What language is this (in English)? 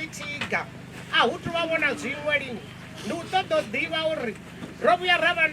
Venda